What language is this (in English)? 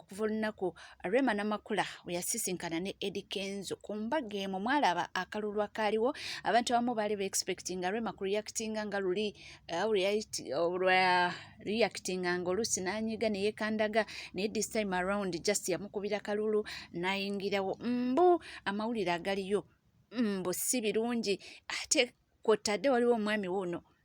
Ganda